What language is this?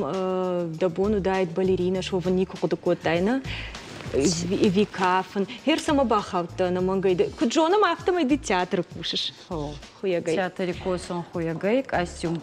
Ossetic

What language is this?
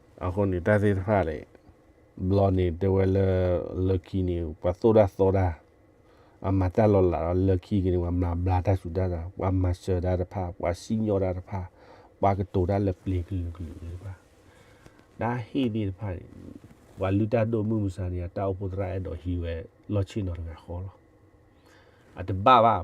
S'gaw Karen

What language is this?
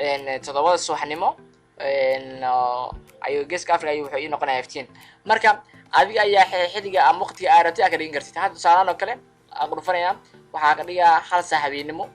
Somali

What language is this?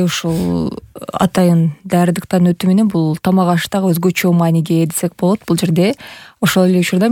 Kyrgyz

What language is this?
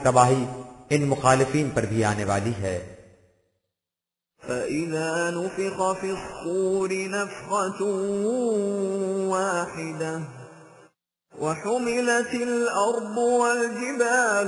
Urdu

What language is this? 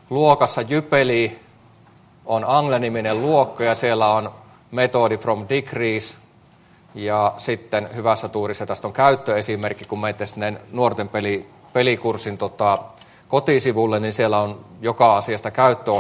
Finnish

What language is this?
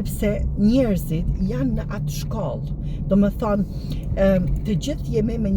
Albanian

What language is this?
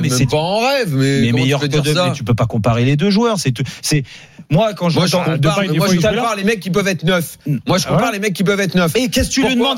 French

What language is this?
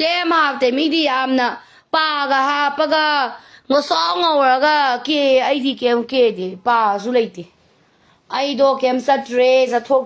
Manipuri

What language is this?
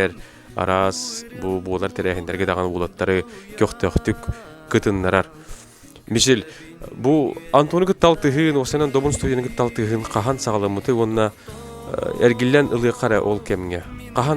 Yakut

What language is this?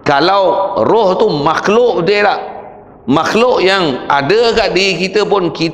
Malay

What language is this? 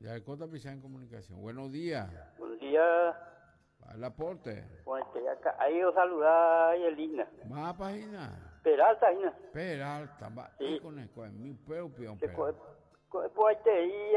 Guarani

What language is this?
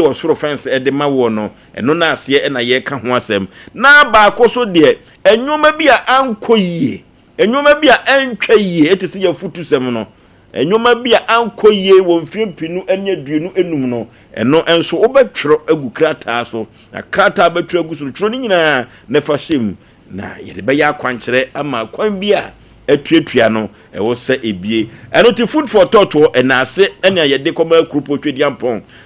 Akan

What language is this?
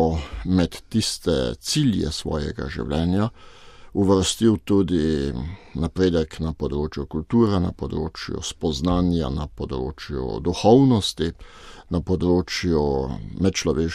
Slovenian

